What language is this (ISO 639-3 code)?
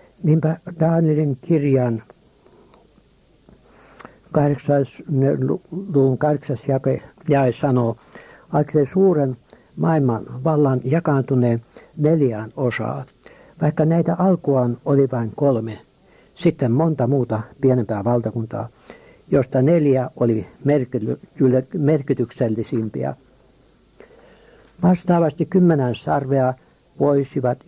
fin